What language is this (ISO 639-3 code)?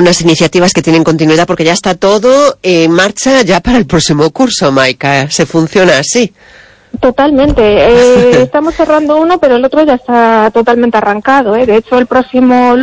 spa